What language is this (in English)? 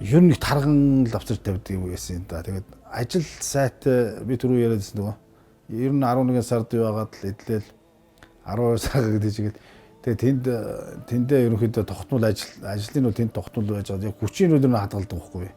Mongolian